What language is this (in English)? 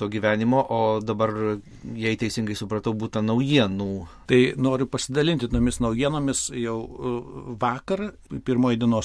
Lithuanian